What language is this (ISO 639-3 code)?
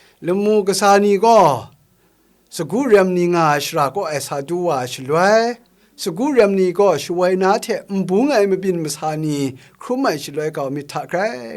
kac